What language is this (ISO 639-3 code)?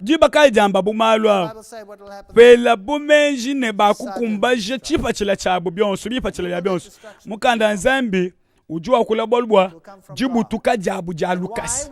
lua